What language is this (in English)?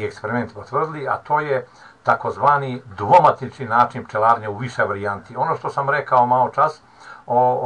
Croatian